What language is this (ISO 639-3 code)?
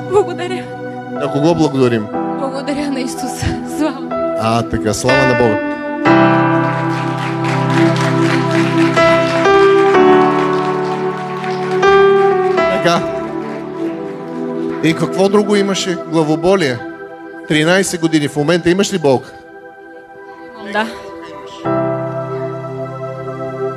bul